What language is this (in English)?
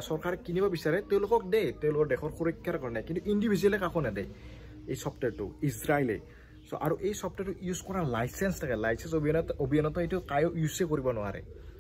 Assamese